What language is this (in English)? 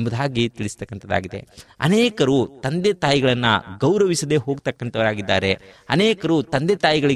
Kannada